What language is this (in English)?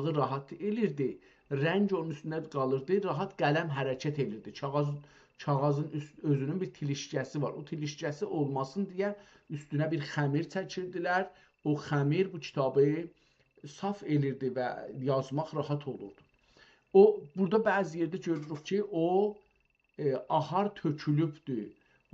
South Azerbaijani